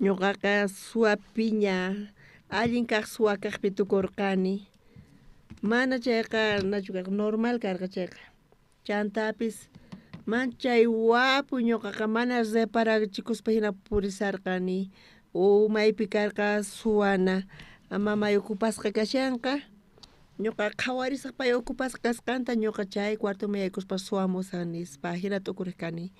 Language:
South Bolivian Quechua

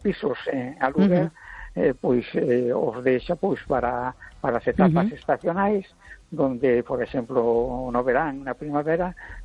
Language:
Galician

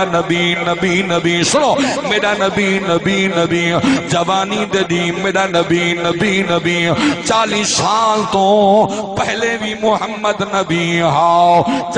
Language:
Saraiki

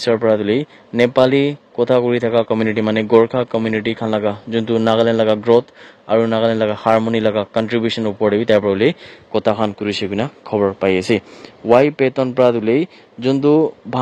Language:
Naga Pidgin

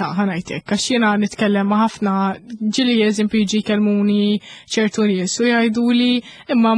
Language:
Maltese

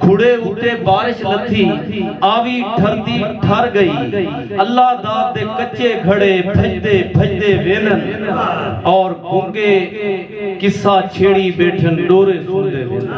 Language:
Saraiki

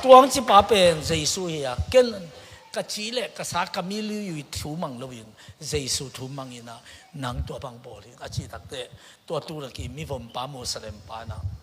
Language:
Tedim Chin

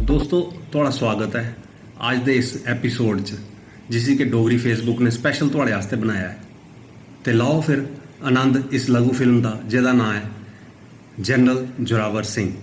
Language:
Dogri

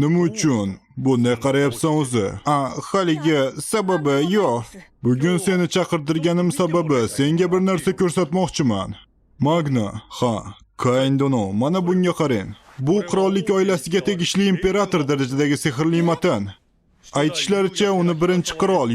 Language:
Uzbek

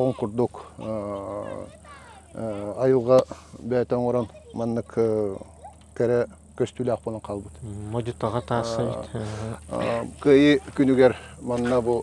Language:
Yakut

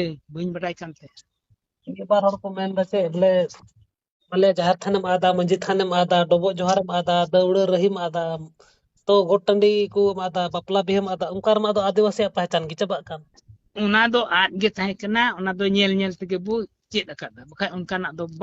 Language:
Santali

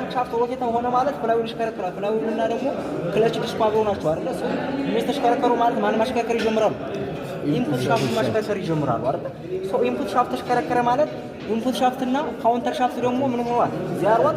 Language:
Amharic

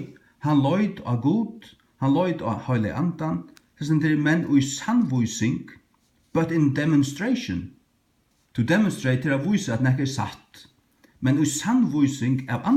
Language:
Faroese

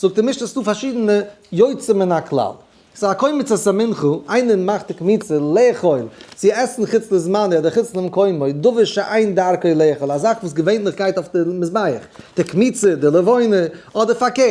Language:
Yiddish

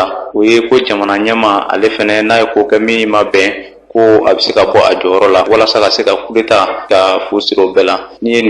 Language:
Bambara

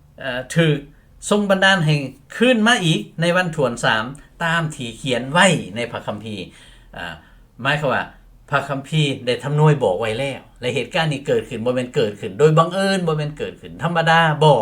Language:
Lao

